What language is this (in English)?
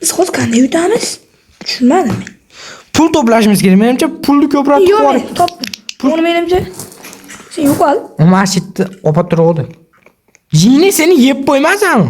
Uzbek